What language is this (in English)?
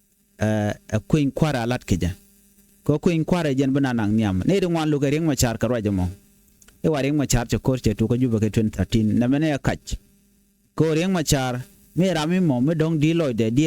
Nuer